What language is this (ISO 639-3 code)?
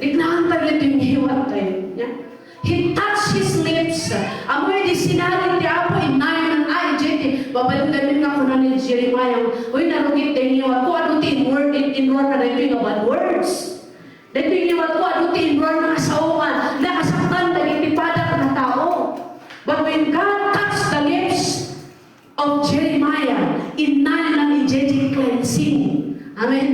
ilo